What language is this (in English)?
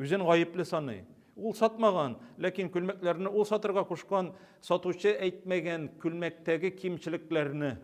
Tatar